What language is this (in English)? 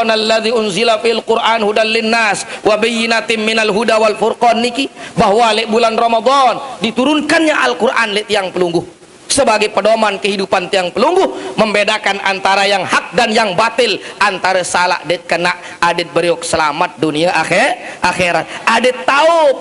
Sasak